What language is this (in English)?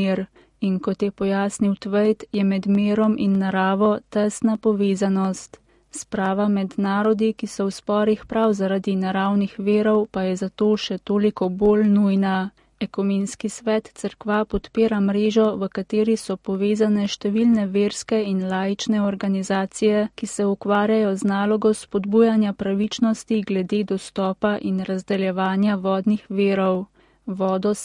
Slovenian